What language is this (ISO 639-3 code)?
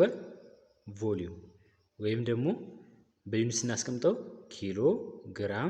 amh